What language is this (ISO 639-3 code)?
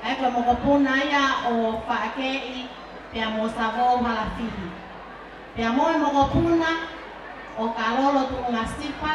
ton